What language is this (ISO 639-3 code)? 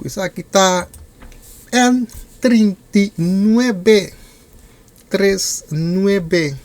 pap